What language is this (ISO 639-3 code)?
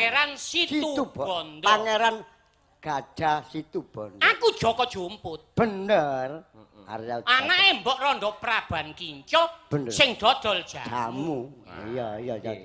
jav